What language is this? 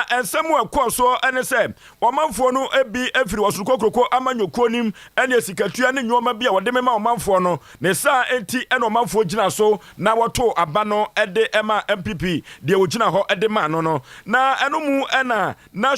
Akan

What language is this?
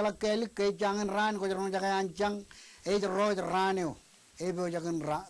Marshallese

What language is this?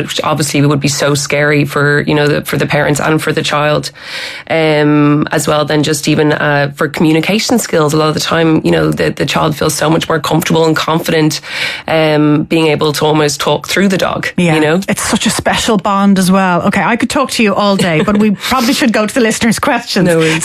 English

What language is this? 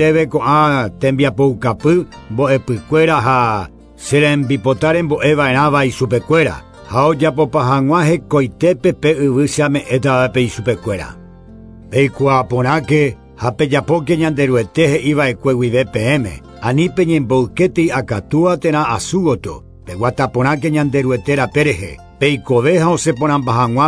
Guarani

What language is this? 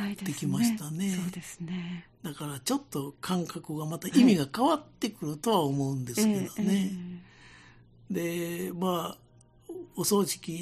Japanese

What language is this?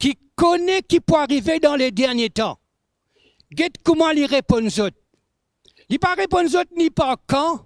Morisyen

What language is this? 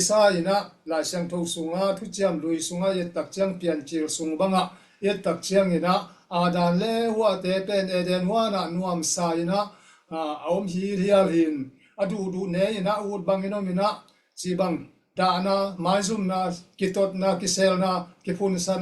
Tedim Chin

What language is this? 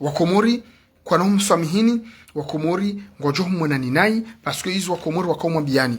Ngazidja Comorian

